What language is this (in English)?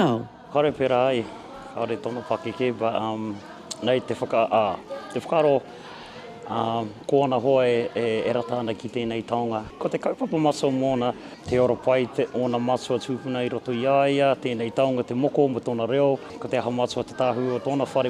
Māori